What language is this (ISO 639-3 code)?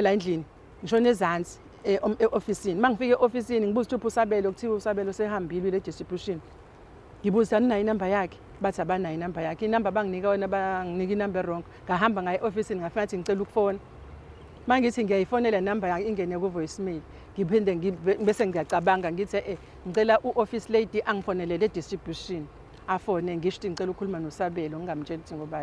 zul